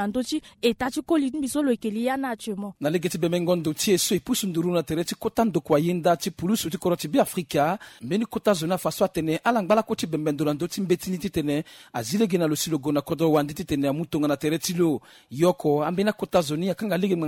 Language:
Sango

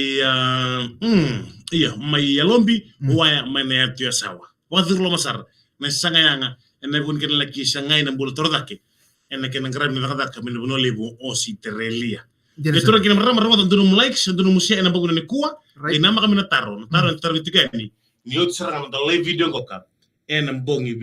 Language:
Fijian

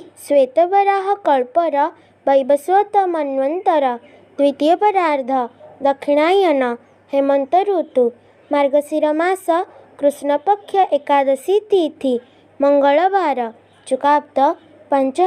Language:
Odia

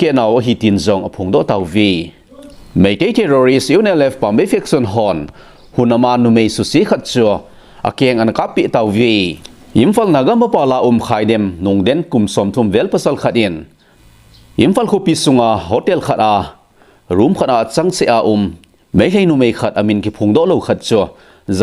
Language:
Thado Chin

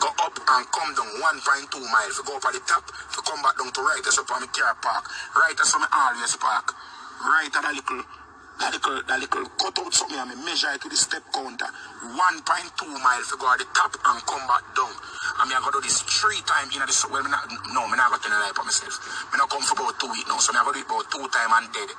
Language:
Jamaican Creole English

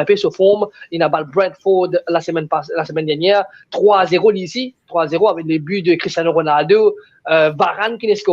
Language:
Morisyen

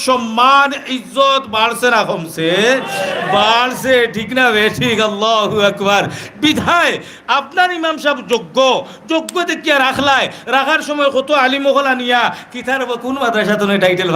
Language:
Sylheti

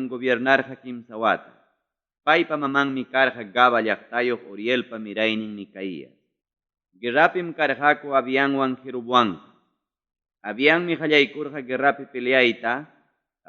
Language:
Ayacucho Quechua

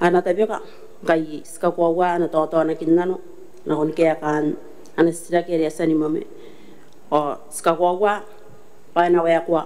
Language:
Gilbertese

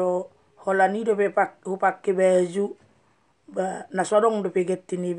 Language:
Batak Toba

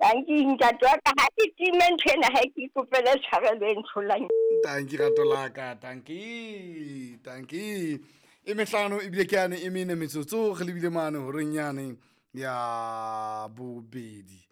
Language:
Southern Sotho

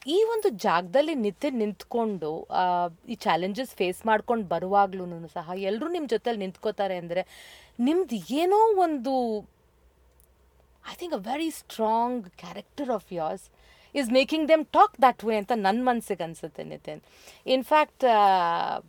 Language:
Kannada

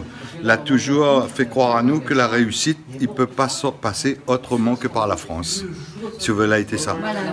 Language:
Réunion Creole French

